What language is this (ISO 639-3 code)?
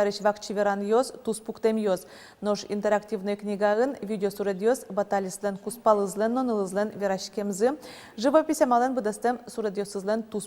udm